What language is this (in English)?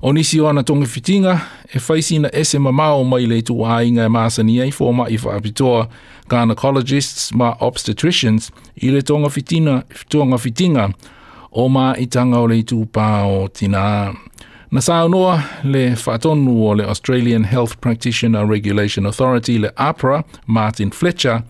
Samoan